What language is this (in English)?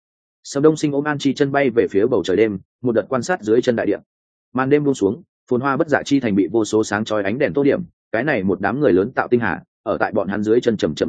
Vietnamese